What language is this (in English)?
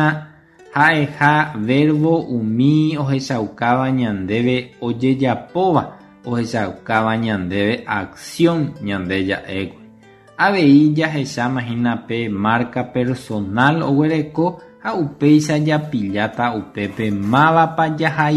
Guarani